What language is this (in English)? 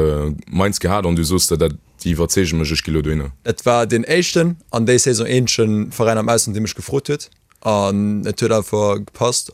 Luxembourgish